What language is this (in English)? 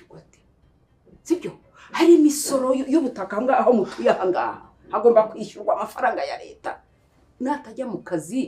Kinyarwanda